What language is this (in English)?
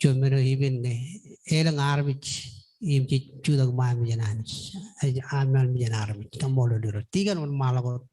Marshallese